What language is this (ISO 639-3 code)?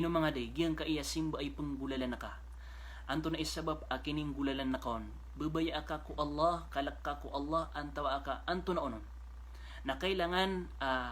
mrw